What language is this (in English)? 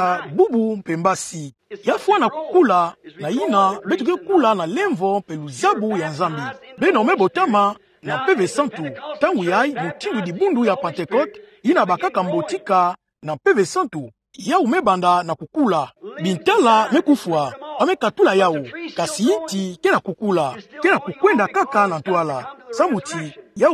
Kituba (Democratic Republic of Congo)